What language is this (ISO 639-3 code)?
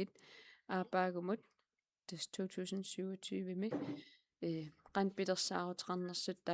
kal